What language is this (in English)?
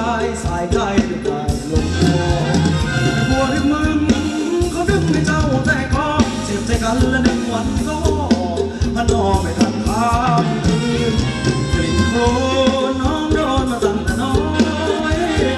Thai